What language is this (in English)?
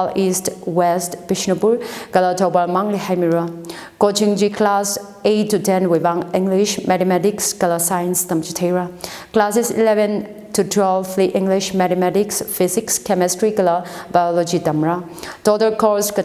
Tangkhul Naga (India)